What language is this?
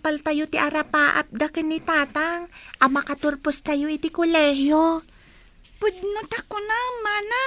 Iloko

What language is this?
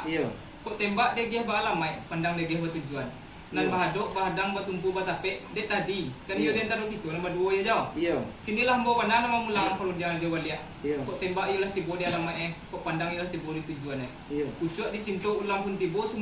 Minangkabau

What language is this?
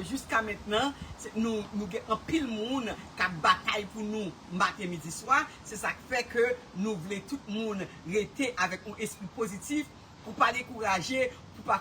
Haitian Creole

